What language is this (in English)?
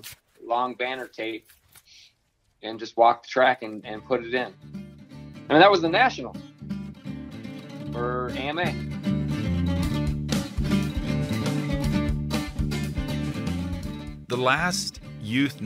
English